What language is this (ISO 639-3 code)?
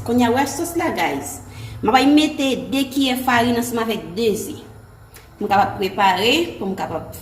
hat